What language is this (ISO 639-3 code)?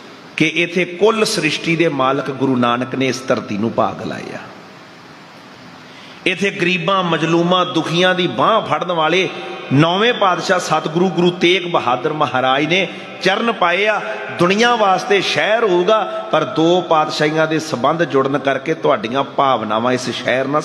pan